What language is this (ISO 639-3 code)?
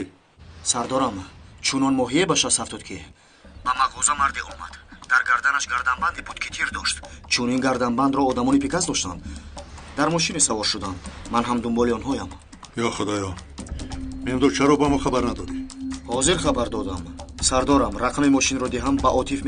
tgk